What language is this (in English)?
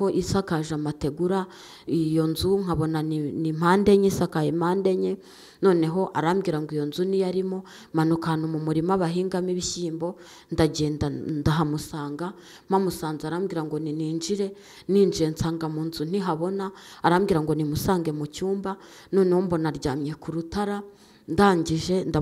Kinyarwanda